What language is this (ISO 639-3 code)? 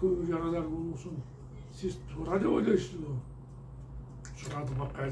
kir